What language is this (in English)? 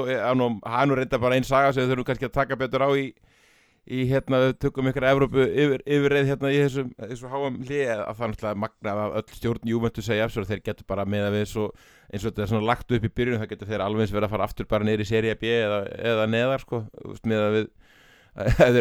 Icelandic